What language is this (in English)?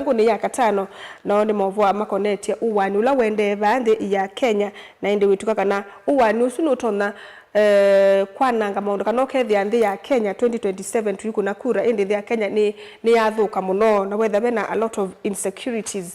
Kamba